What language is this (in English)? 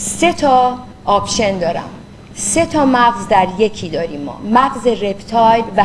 Persian